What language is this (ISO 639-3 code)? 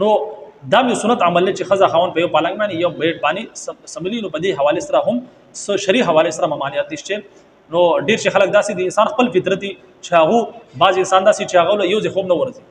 pus